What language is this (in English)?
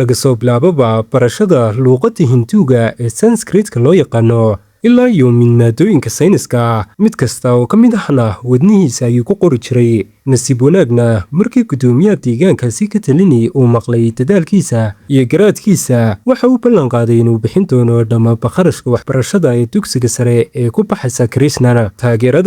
Somali